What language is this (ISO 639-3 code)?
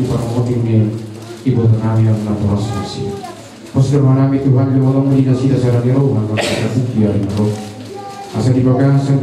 bbc